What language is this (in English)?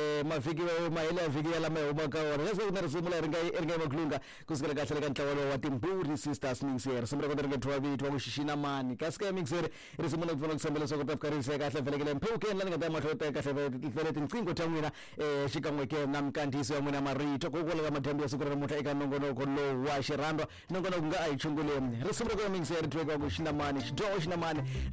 Tsonga